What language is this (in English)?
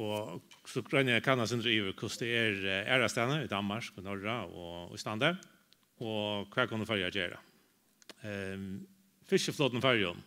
Faroese